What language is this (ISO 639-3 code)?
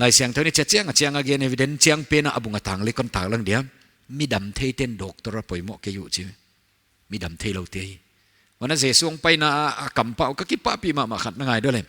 pck